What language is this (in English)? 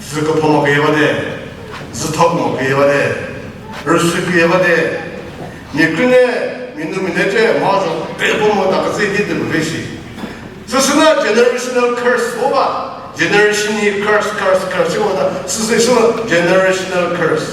Chokri Naga